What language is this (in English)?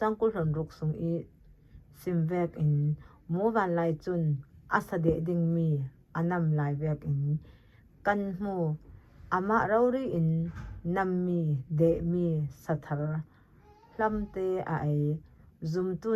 Falam Chin